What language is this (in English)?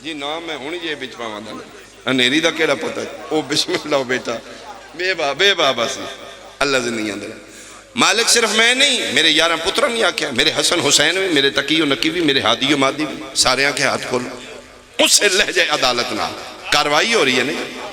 Pahari-Potwari